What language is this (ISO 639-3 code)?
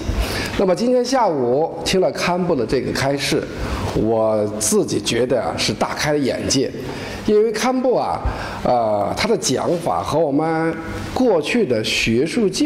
zho